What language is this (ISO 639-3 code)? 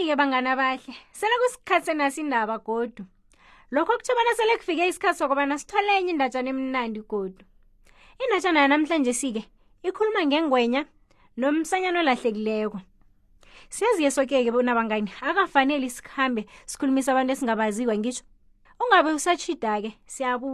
nbl